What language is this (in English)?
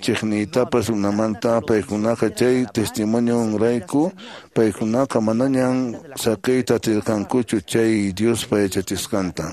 Quechua